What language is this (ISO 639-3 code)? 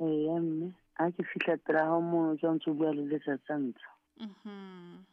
sot